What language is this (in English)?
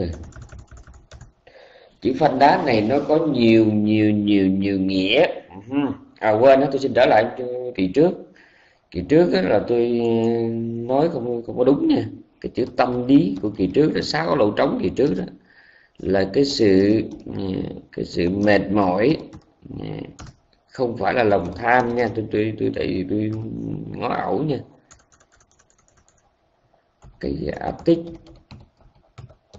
Vietnamese